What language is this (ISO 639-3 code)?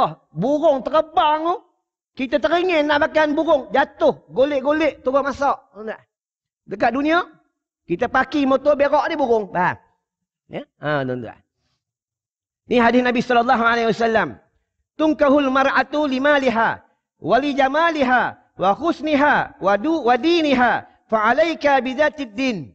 msa